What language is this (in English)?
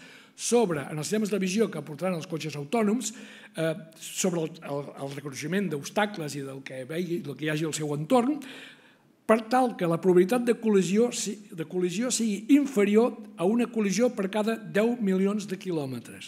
Catalan